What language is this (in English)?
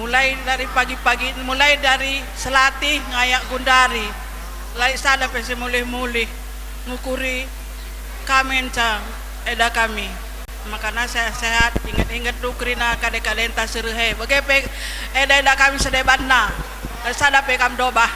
Batak Karo